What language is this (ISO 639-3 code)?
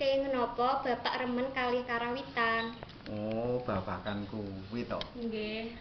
jav